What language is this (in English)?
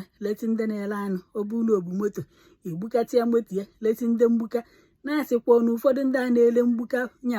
Igbo